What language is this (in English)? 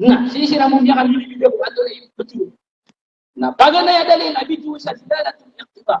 Maranao